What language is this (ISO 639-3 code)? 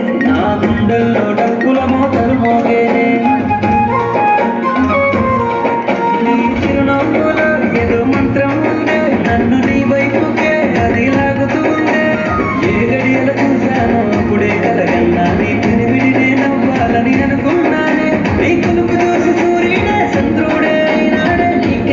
tel